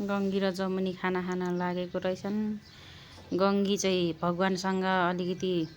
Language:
Nepali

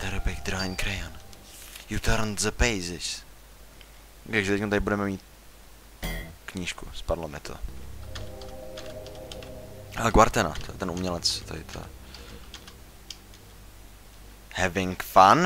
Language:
Czech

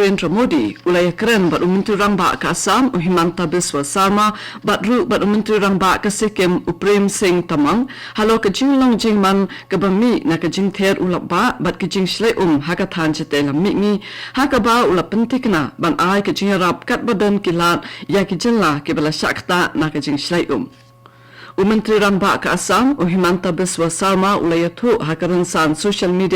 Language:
Khasi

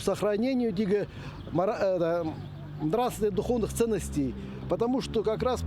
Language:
Khakas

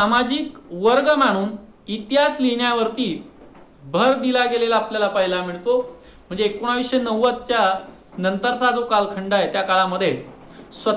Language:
Marathi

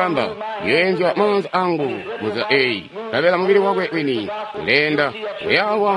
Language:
Tonga (Zambia)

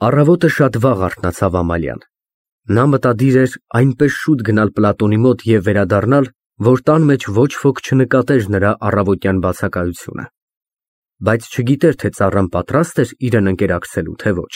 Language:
Armenian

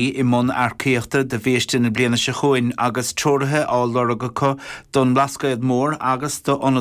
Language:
Irish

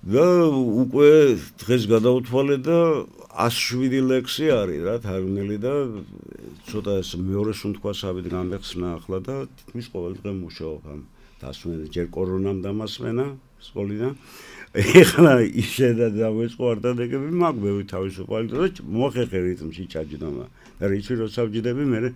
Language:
Georgian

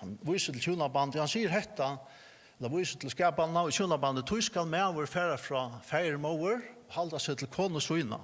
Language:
Faroese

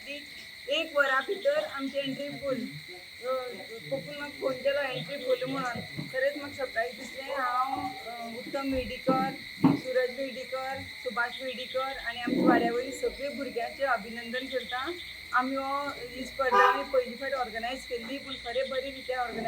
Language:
Konkani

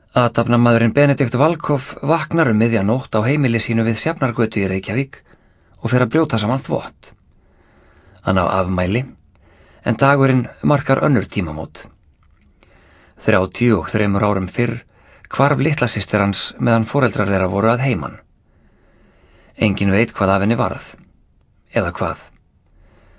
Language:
Icelandic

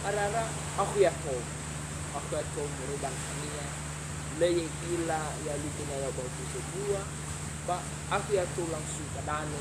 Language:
Nias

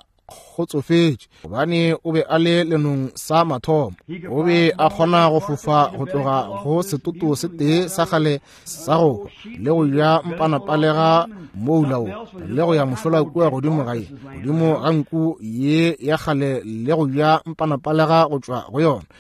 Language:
Northern Sotho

